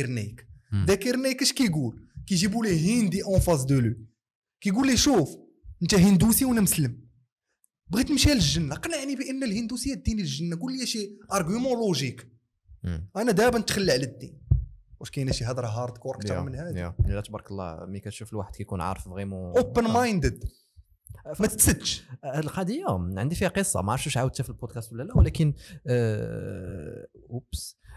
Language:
Moroccan Arabic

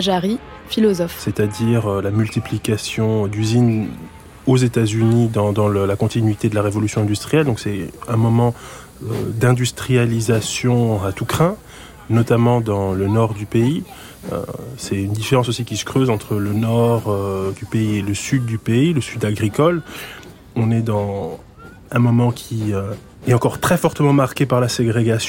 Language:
French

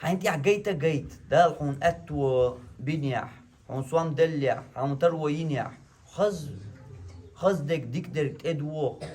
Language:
Chechen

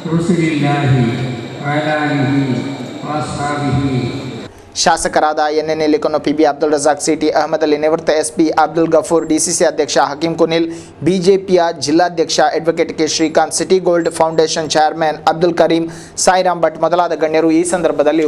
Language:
Kannada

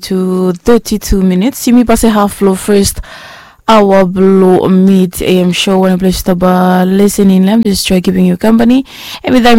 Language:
Bislama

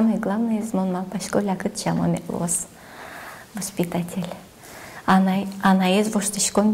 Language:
Udmurt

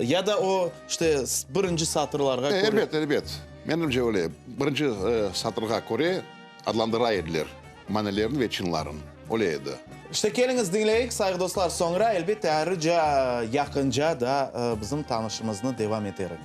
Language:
Crimean Tatar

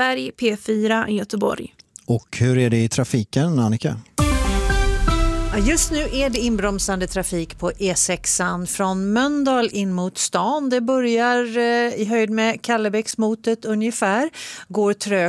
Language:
Swedish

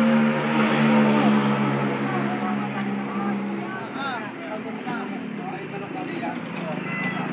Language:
Filipino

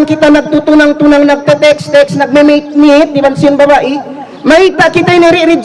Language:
Tausug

